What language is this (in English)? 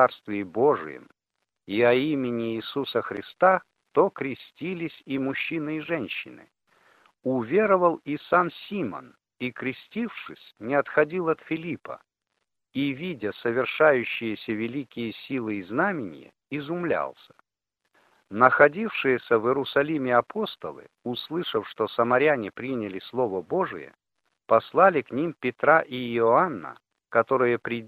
Russian